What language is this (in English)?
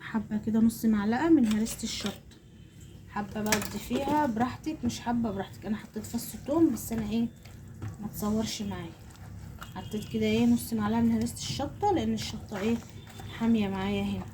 Egyptian Arabic